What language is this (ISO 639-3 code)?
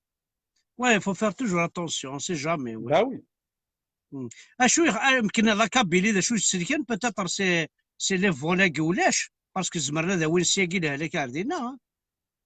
kab